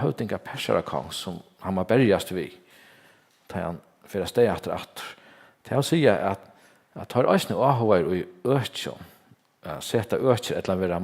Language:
Faroese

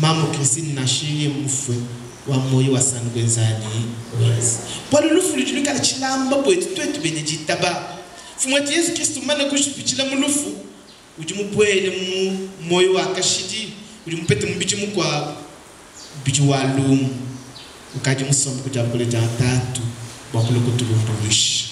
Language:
Luba-Lulua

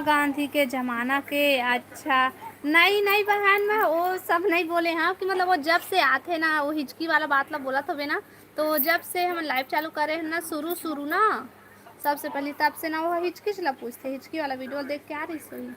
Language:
Chhattisgarhi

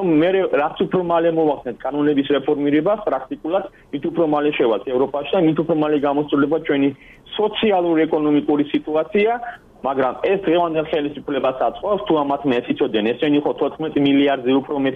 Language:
Georgian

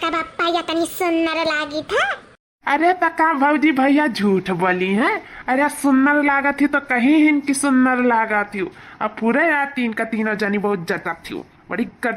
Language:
Awadhi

